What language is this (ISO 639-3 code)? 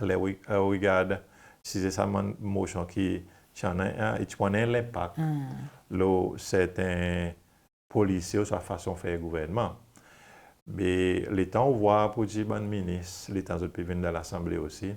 crs